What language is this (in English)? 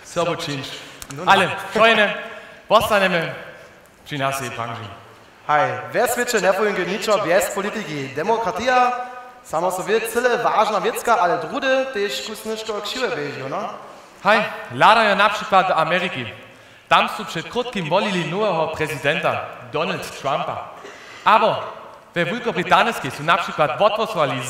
Upper Sorbian